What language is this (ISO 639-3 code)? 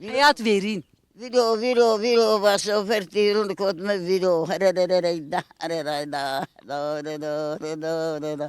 kur